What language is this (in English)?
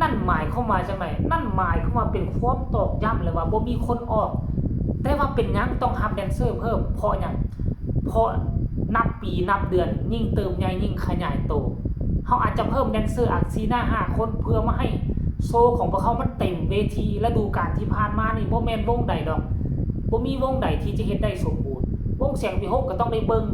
Northeastern Thai